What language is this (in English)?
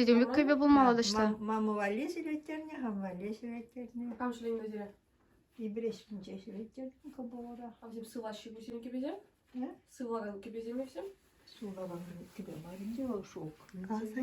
Chuvash